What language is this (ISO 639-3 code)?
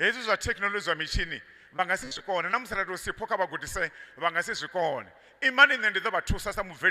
ven